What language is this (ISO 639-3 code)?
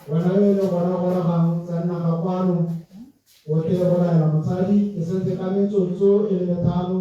tsn